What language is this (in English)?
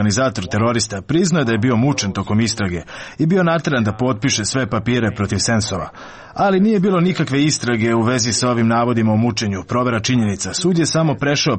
Serbian